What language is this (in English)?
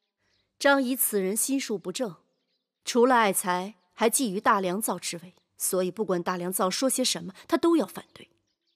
Chinese